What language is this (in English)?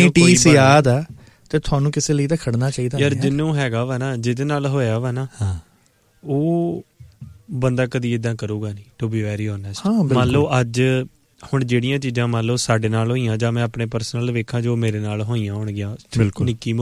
Punjabi